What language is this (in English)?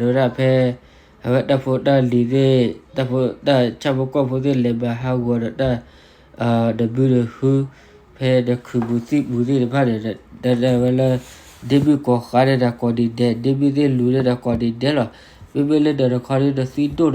S'gaw Karen